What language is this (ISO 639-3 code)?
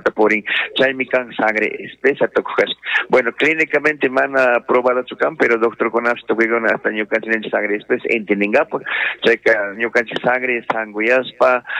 qug